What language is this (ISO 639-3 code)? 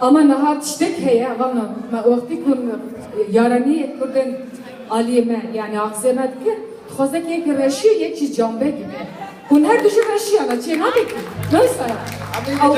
kur